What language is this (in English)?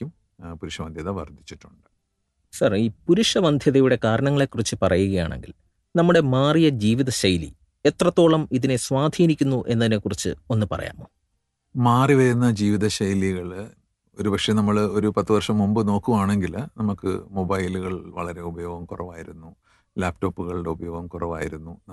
Malayalam